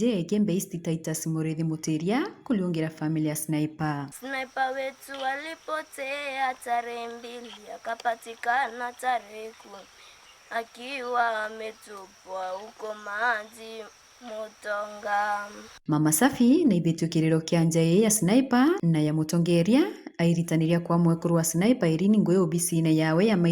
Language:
Meru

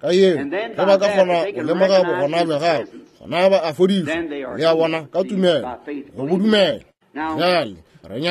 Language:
Northern Sotho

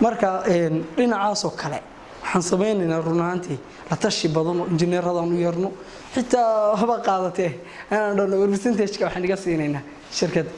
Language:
Somali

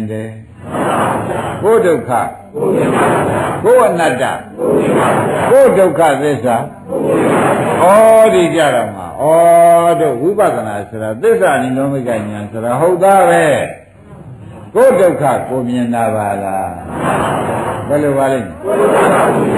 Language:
Burmese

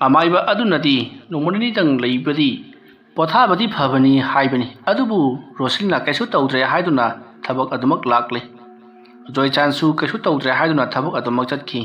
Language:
Manipuri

